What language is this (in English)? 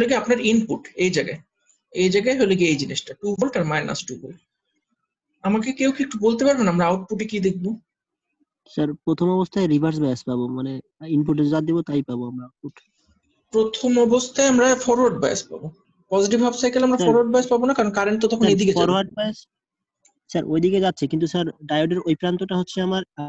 Bangla